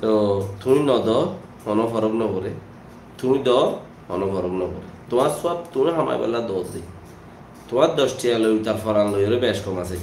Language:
Rohingya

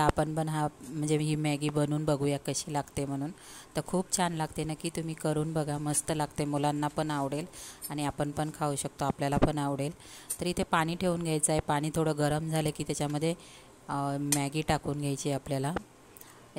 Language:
Marathi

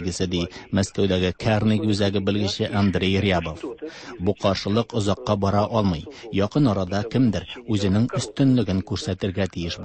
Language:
Tatar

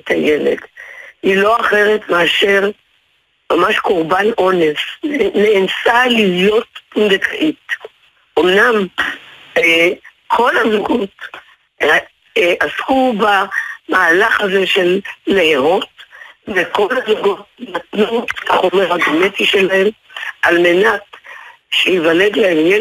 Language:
Hebrew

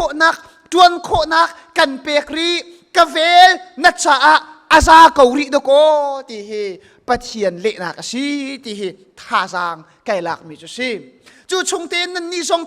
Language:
Hakha Chin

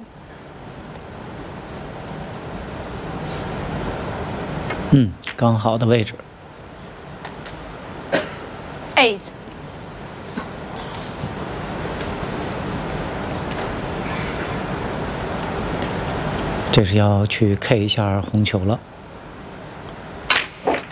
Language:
Chinese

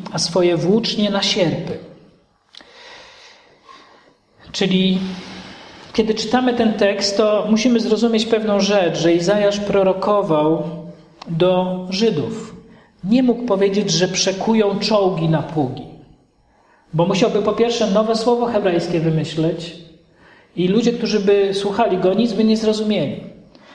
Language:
Polish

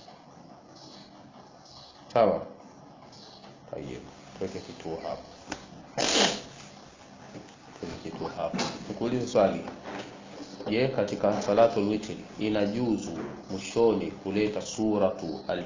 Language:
Swahili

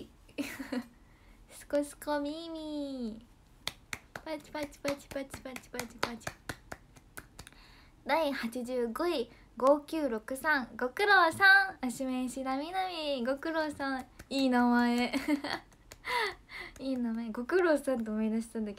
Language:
Japanese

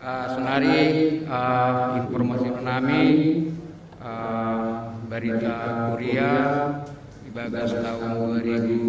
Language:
Batak Simalungun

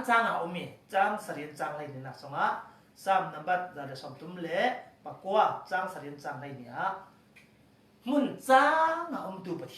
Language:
Falam Chin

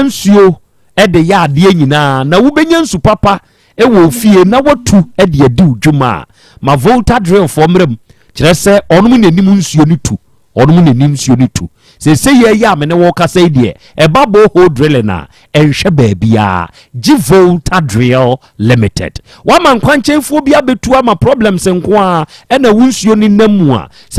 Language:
Akan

